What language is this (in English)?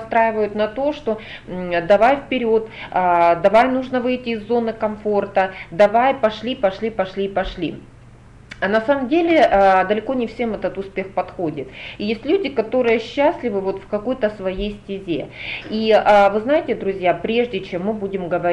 Russian